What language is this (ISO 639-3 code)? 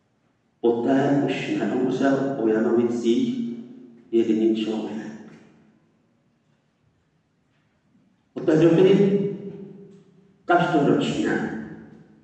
ces